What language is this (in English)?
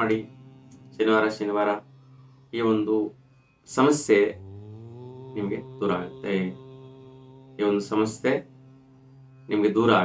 Kannada